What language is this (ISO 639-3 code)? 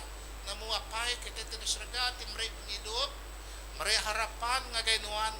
iba